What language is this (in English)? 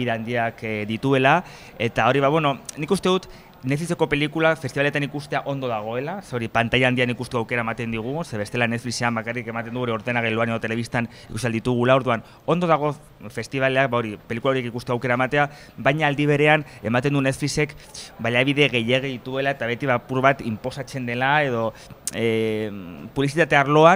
Basque